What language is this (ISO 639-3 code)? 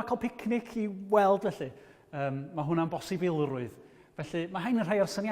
cym